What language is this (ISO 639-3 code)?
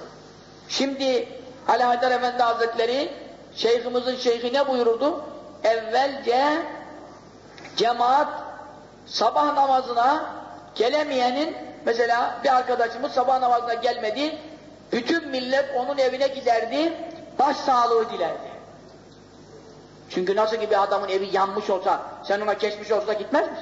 tur